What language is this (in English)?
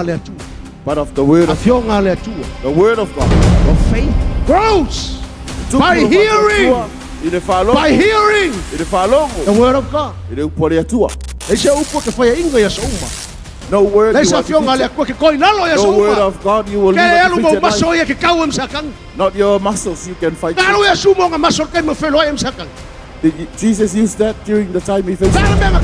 Samoan